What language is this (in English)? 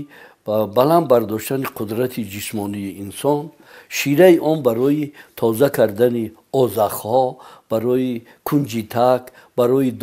Tajik